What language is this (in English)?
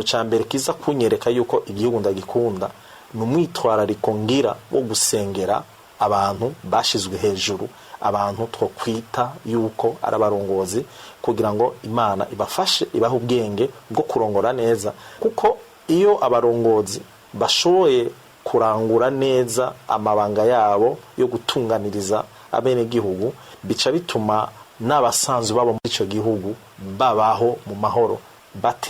Rundi